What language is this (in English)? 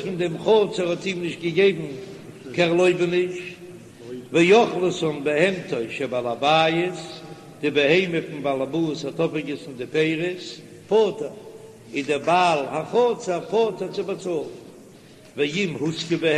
Yiddish